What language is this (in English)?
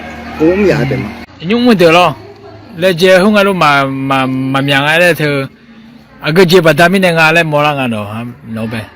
Akha